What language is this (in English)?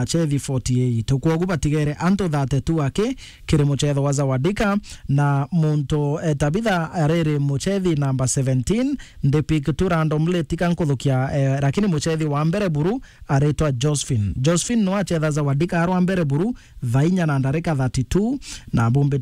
Meru